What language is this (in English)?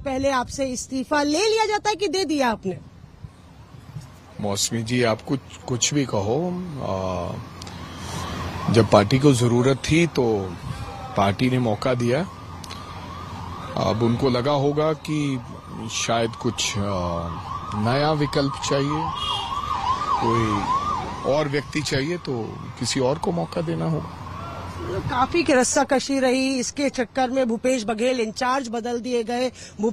Hindi